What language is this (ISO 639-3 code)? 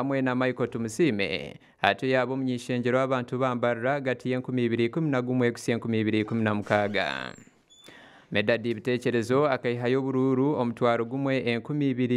nyn